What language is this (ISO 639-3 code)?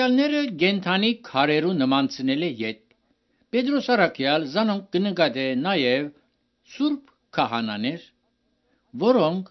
hye